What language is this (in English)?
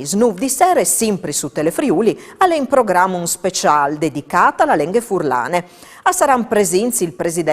Friulian